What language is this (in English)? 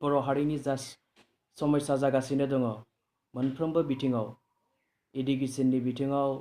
Bodo